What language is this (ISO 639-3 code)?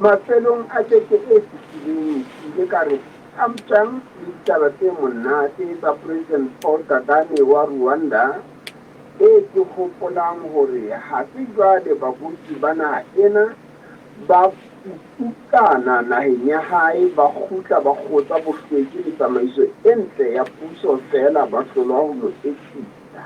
sot